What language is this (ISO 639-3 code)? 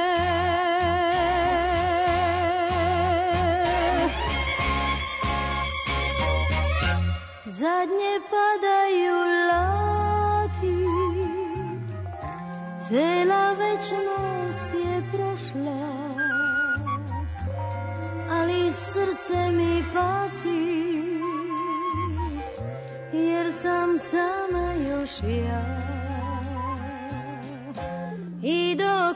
srp